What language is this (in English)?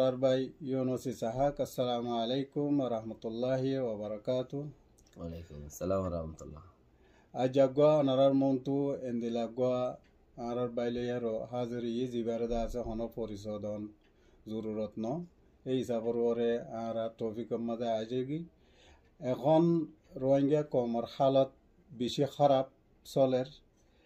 Rohingya